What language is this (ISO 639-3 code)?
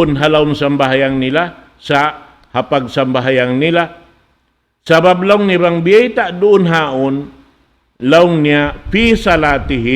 tsg